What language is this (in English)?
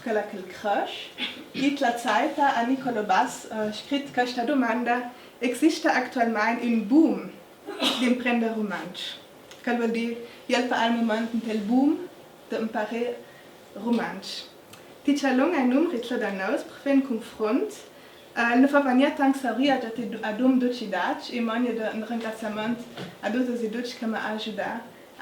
Ladin